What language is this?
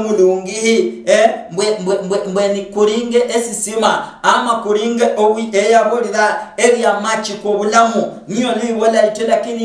Luyia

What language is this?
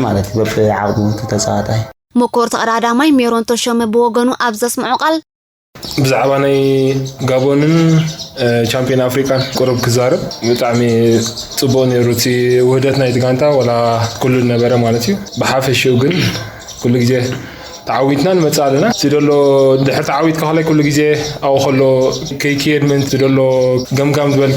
Tigrinya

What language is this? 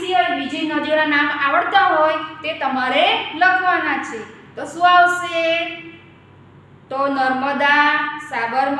Gujarati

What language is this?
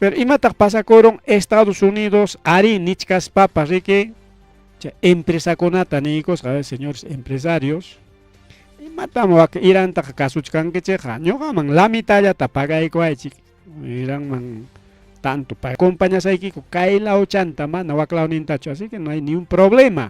Ayacucho Quechua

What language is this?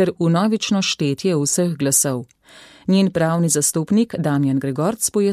Slovenian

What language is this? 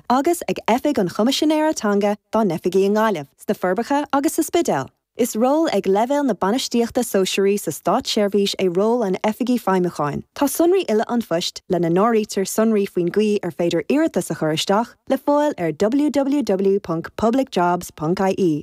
Irish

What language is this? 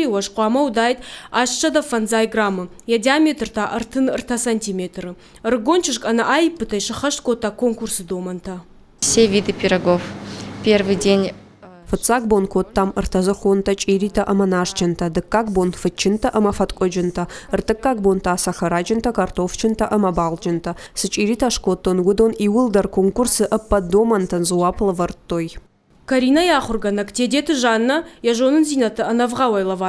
Ossetic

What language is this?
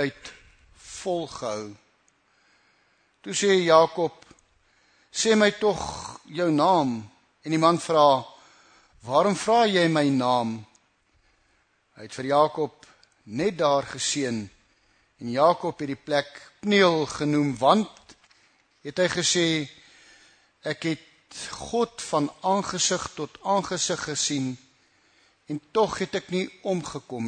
Afrikaans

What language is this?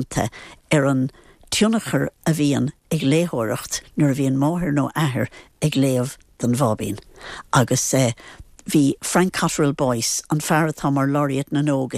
Irish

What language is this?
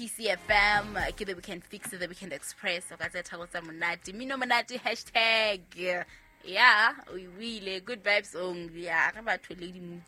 Southern Sotho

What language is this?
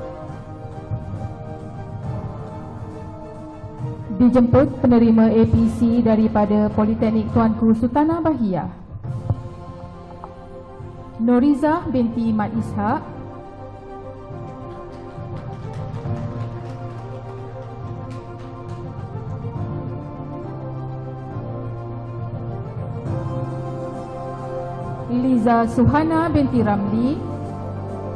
Malay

